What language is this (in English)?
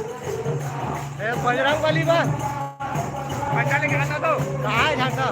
Chhattisgarhi